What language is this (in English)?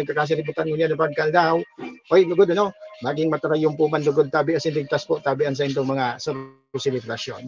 Bikol